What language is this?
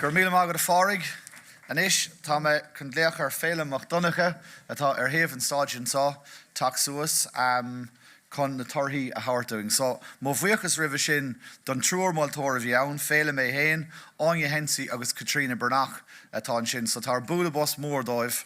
Irish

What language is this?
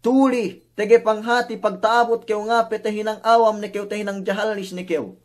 Yakan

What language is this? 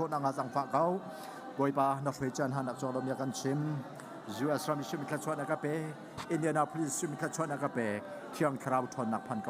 Hakha Chin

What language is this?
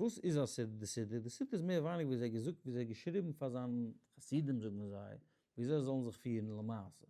Yiddish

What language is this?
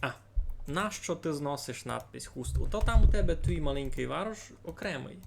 Rusyn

